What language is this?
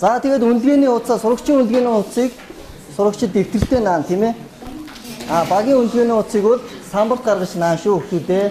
Mongolian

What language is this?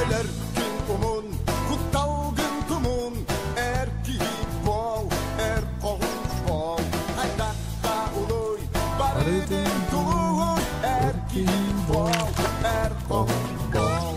Yakut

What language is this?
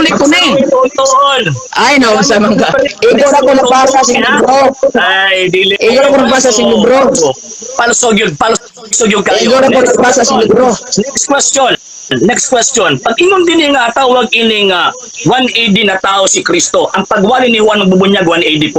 Cebuano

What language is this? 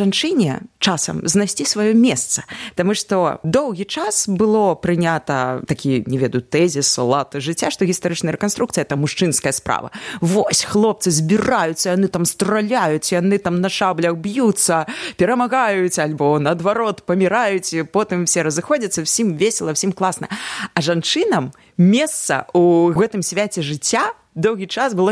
Belarusian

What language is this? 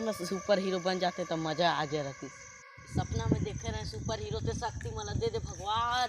Chhattisgarhi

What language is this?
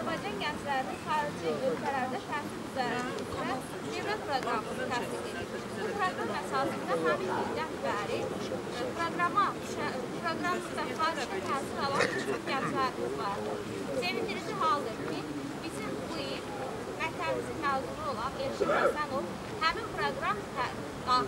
Azerbaijani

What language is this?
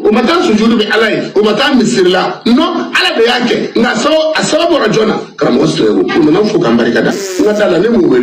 Bambara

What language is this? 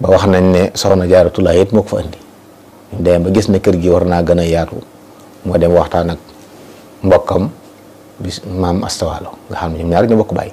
Wolof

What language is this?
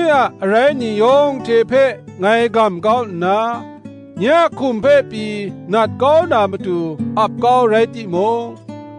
Kachin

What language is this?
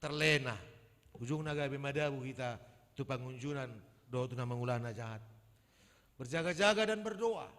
Batak Toba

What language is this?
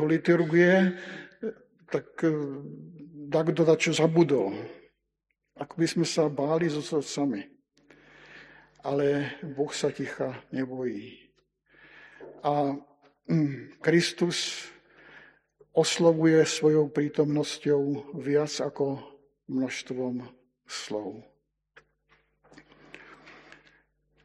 Slovak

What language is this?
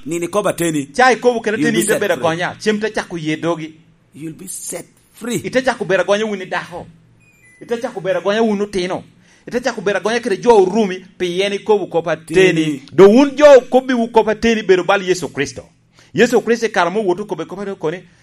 Lango (Uganda)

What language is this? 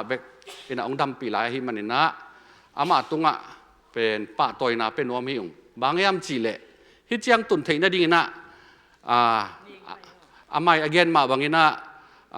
Tedim Chin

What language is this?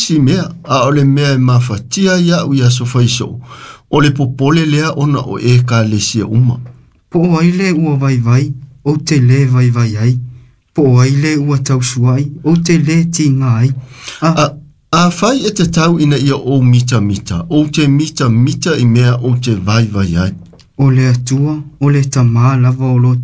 Samoan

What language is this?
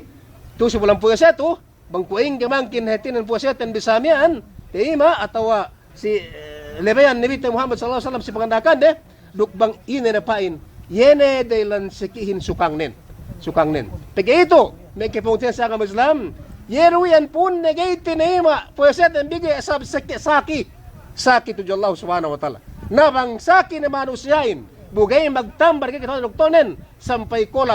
Yakan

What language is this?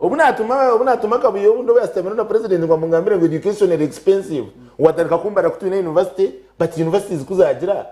Nyankole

